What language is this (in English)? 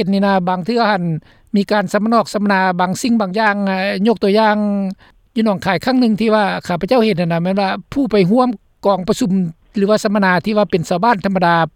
Lao